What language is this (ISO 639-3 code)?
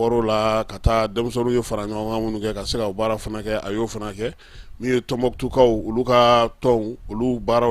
bam